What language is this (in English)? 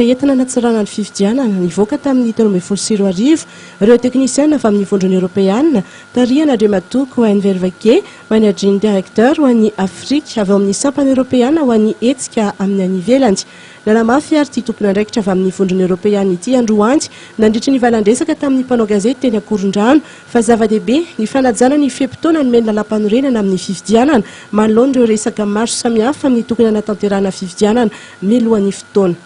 Malagasy